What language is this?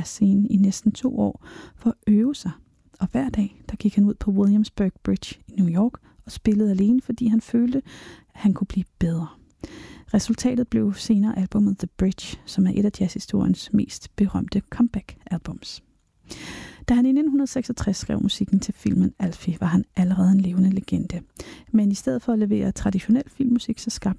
Danish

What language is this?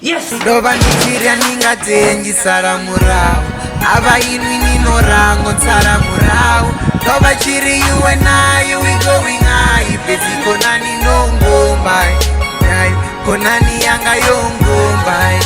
Venda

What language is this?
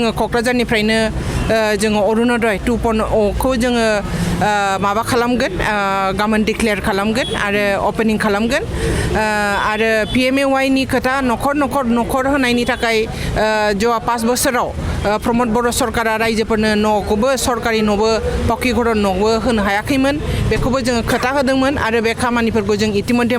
Bodo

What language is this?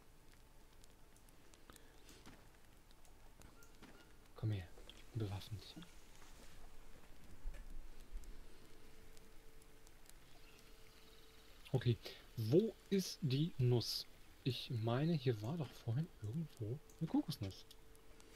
German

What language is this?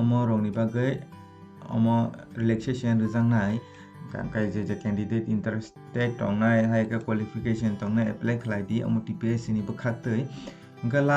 Kok Borok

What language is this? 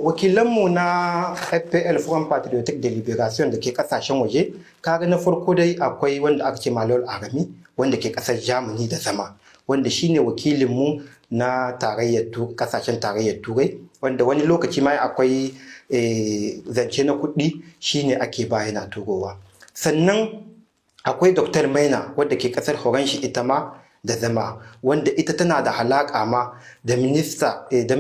Hausa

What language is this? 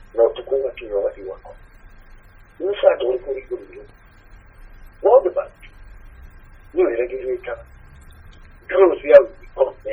Kikuyu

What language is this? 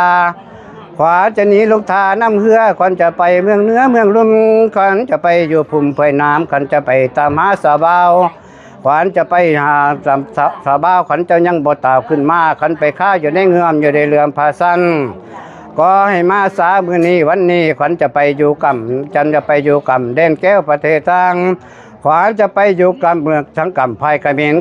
Lao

